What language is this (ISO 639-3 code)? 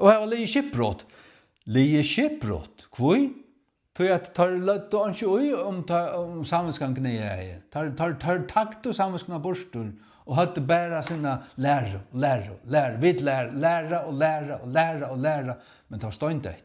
fao